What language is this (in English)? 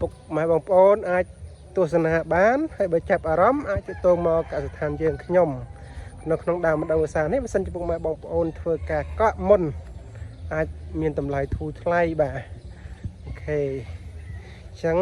Khmer